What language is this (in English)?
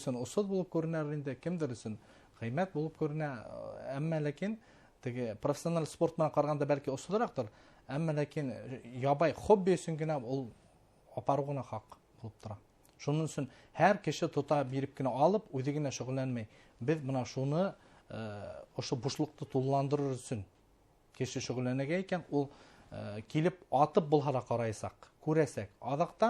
Bashkir